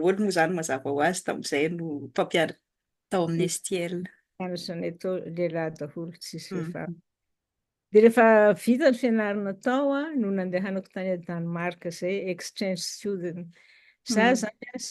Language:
Malagasy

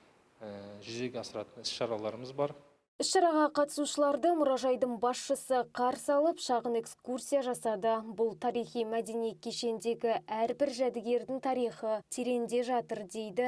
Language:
Kazakh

